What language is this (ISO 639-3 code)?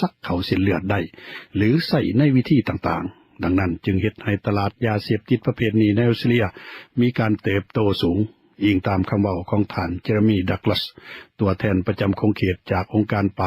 lao